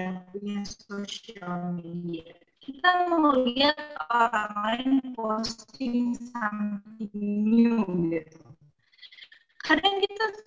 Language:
Indonesian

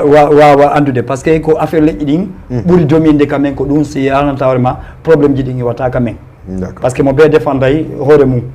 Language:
Fula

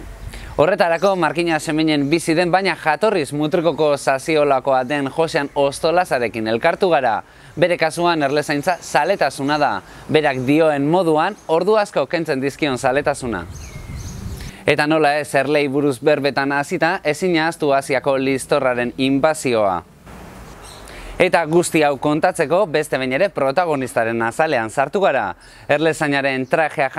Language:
Basque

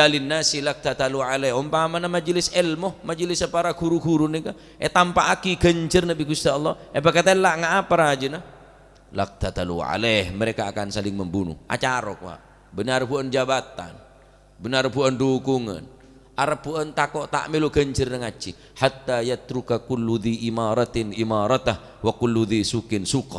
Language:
Madurese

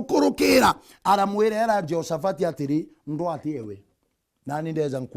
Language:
Meru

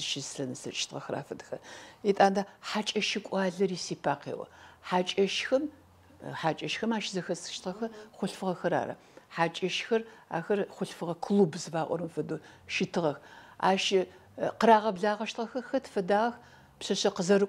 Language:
Adyghe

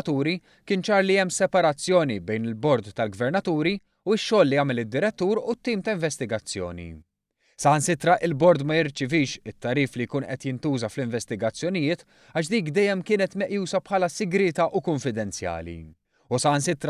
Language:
Maltese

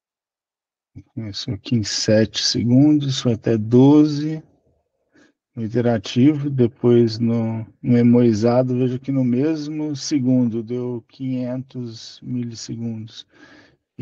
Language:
Portuguese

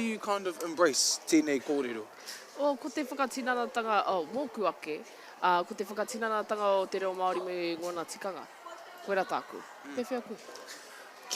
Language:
Māori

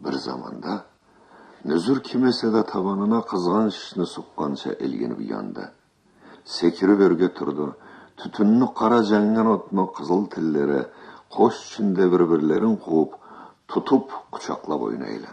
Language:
Karachay-Balkar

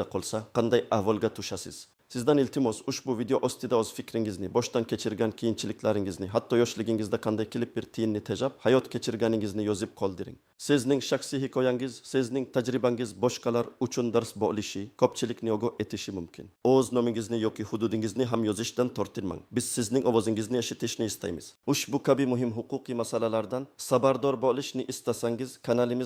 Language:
Uzbek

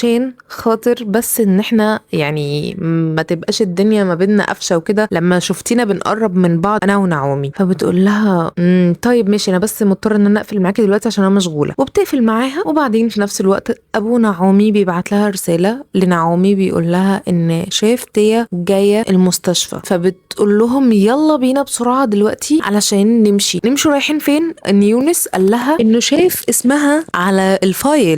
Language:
Egyptian Arabic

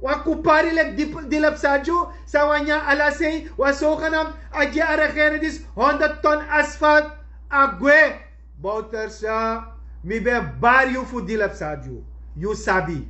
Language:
Sranan Tongo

